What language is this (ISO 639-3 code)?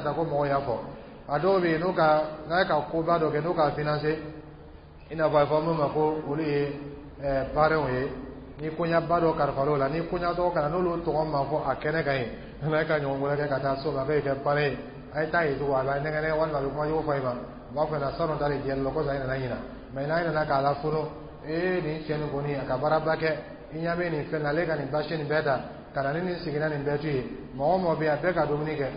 dyu